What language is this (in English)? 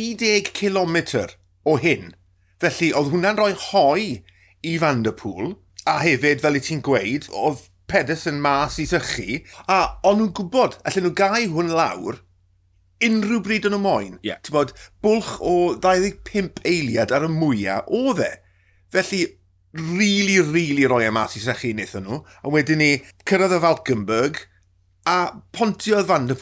Welsh